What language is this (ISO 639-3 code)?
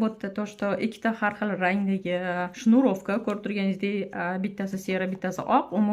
uzb